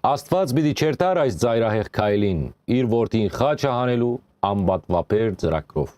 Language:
Western Armenian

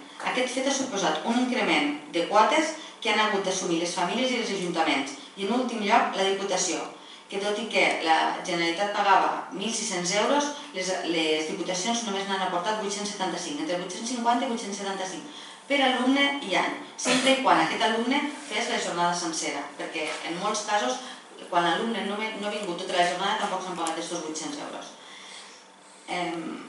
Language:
Catalan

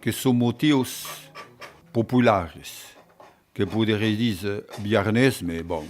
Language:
Occitan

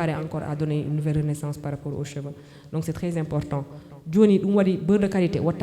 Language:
Fula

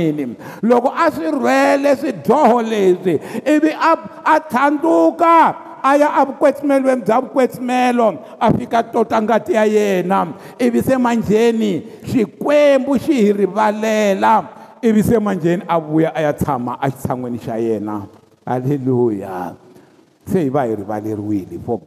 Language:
Tsonga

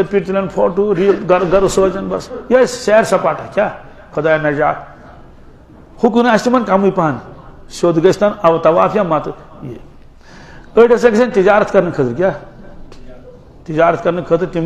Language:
Kashmiri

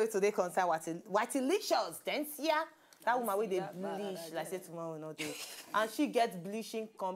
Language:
Nigerian Pidgin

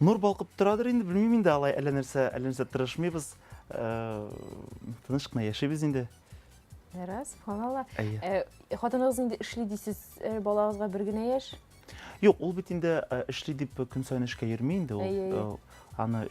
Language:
Tatar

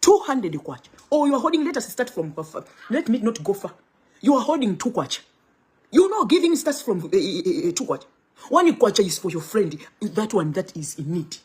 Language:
Nyanja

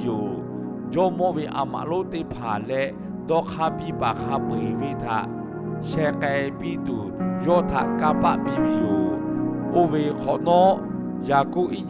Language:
Lahu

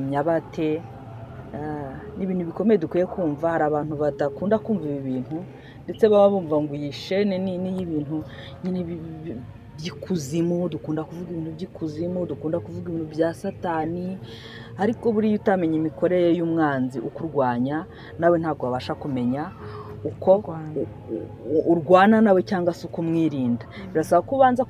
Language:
Kinyarwanda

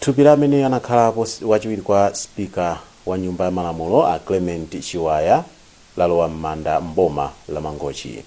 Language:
Nyanja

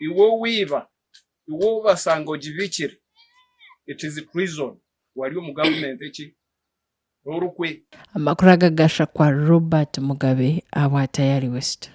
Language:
Nyankole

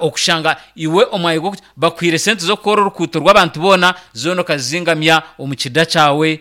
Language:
Nyankole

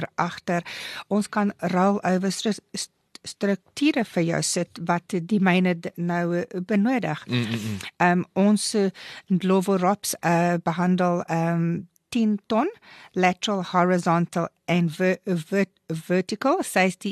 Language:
Afrikaans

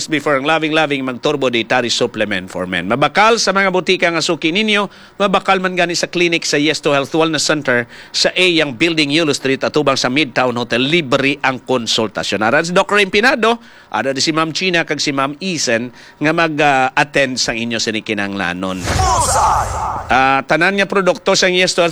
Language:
Hiligaynon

